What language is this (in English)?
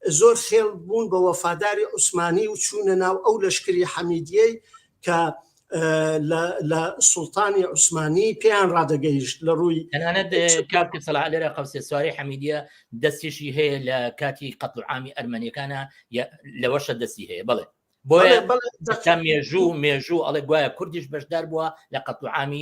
Central Kurdish